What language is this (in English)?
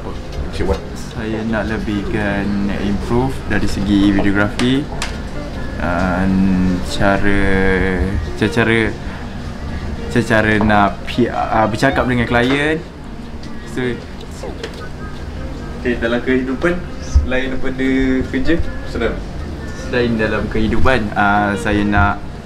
Malay